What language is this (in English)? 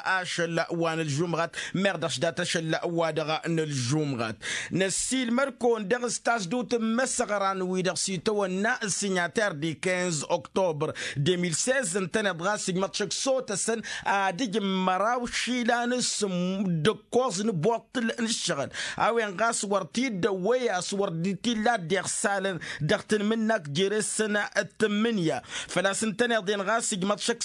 Tamasheq